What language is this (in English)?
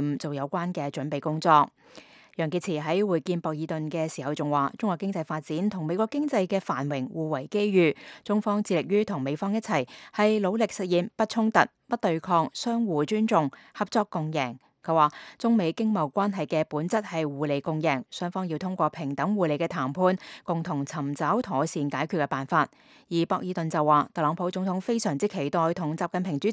Cantonese